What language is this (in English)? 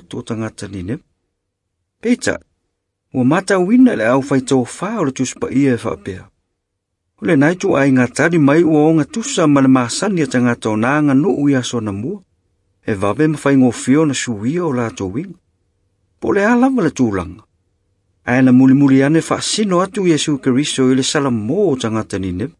Samoan